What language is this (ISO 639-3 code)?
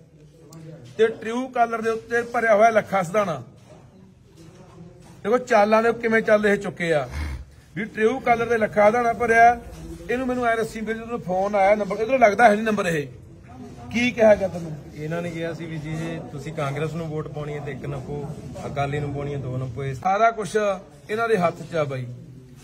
pan